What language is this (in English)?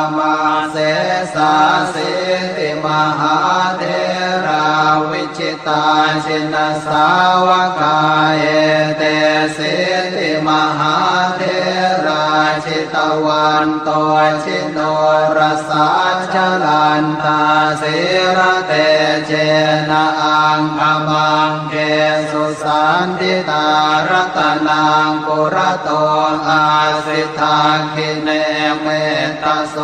Pali